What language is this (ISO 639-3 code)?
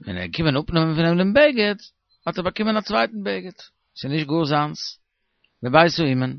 yid